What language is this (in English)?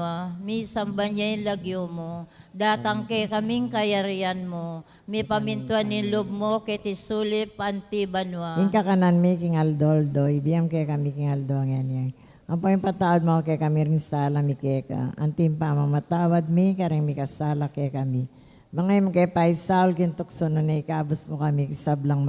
Pampanga